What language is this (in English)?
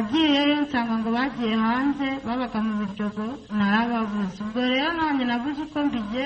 Kinyarwanda